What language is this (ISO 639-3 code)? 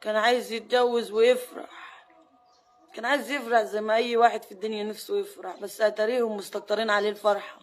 arz